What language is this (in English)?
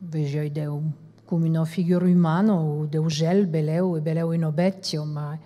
Occitan